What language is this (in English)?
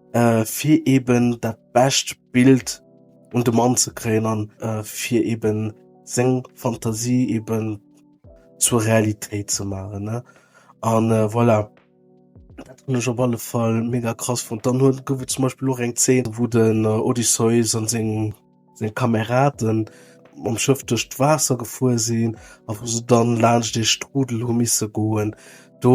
Luxembourgish